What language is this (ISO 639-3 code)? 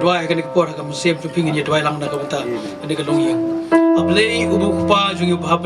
kha